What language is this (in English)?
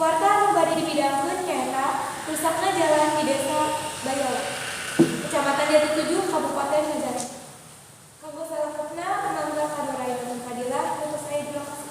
Sundanese